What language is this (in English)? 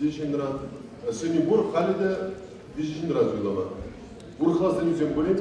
Chuvash